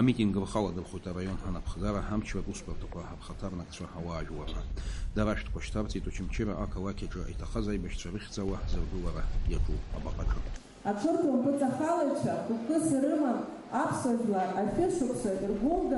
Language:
Abkhazian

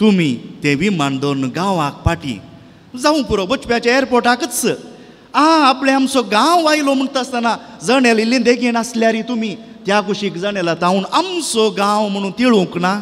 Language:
Konkani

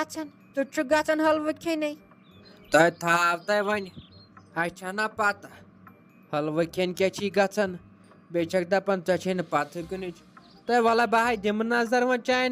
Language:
Kashmiri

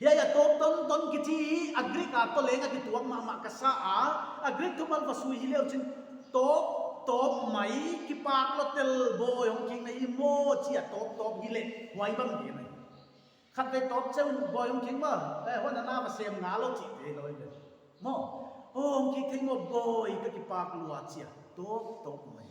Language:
Paite Chin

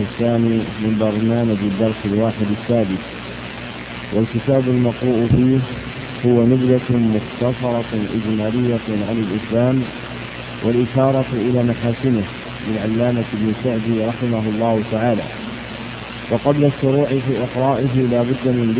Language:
Arabic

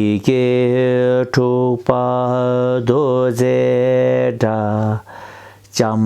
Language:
Tibetan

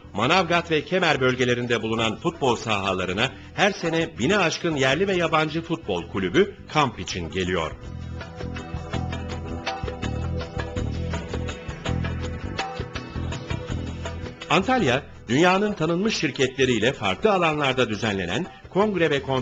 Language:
Turkish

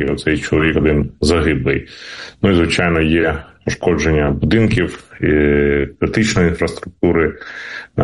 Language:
Ukrainian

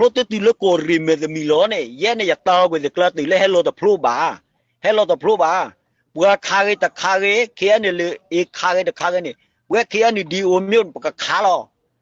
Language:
S'gaw Karen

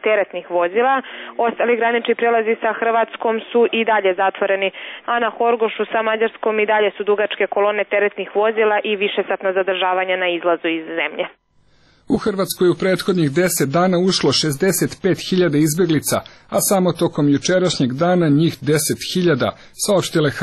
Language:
Serbian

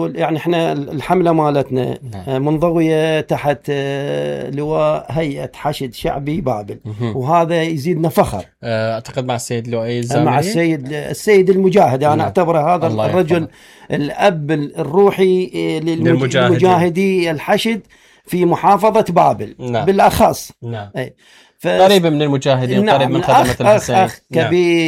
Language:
Mesopotamian Arabic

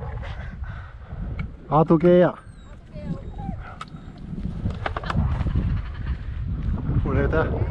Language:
Norwegian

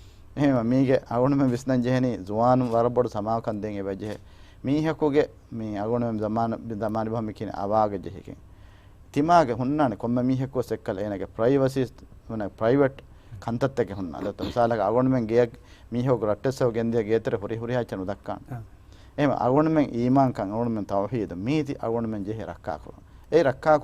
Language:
Divehi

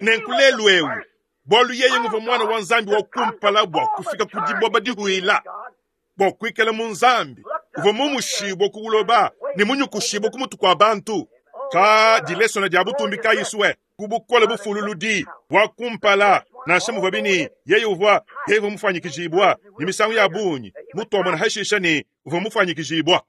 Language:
Luba-Lulua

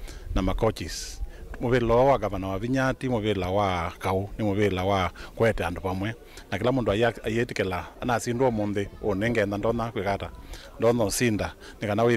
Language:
Kamba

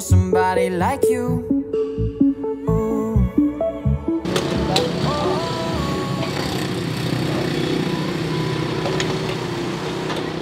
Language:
Filipino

